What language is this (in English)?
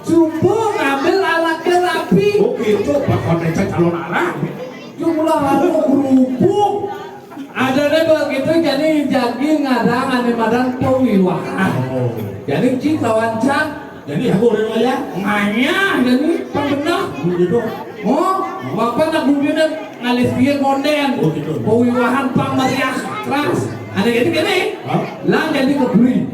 Balinese